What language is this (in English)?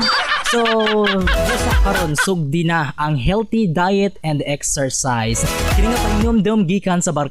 Cebuano